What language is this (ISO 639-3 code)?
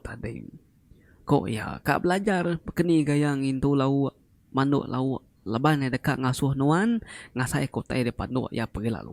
iba